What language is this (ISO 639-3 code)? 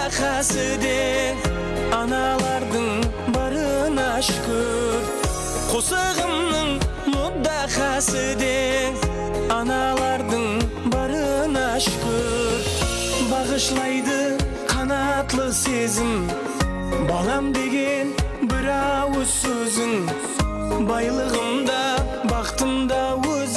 kaa